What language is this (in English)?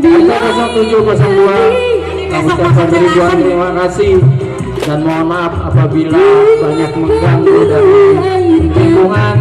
Betawi